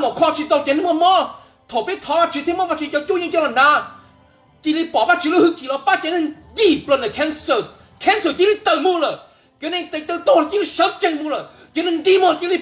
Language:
Hmong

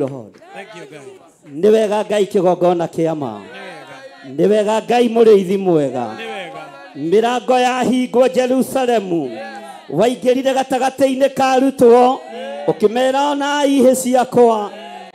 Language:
Kikuyu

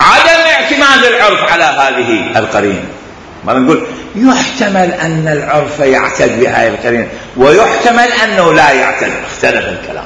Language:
Mesopotamian Arabic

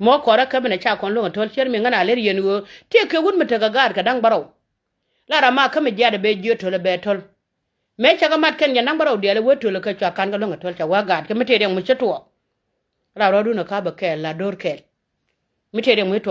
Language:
Nuer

